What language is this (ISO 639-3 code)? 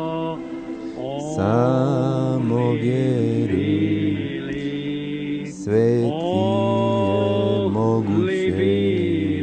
hrv